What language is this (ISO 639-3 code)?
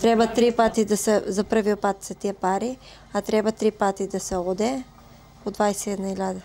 mkd